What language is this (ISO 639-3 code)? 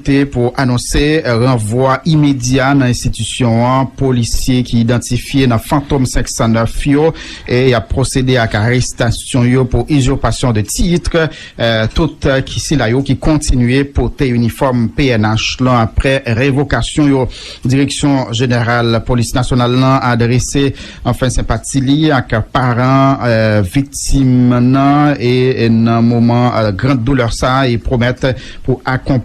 hat